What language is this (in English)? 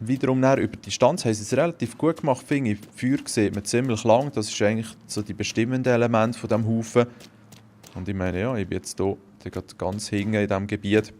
Swiss German